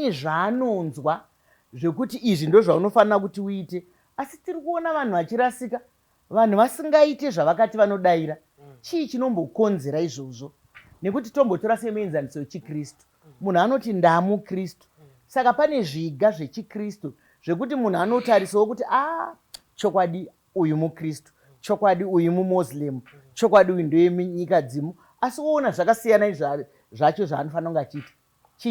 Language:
Shona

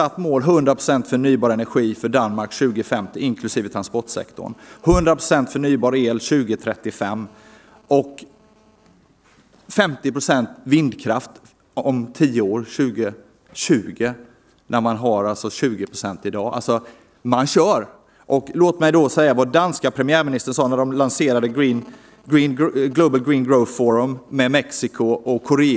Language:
Swedish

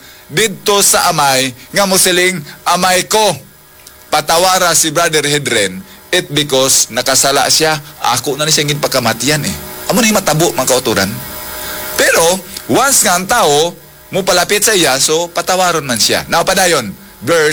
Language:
Hiligaynon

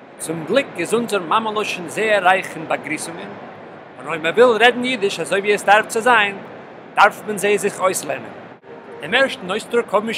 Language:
Yiddish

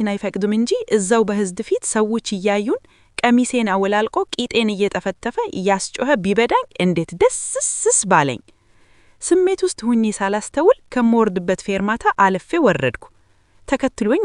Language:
Amharic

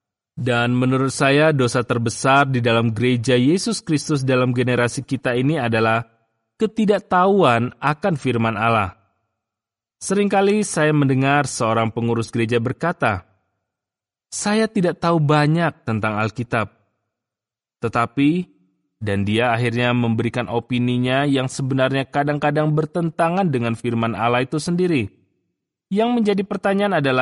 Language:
Indonesian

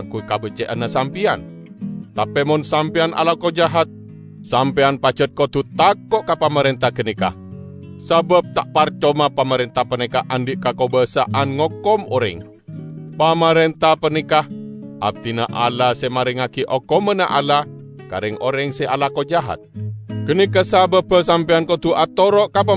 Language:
Madurese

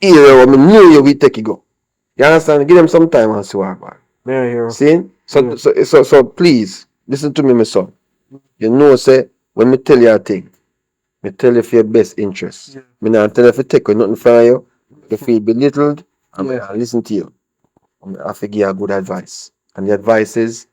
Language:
Jamaican Creole English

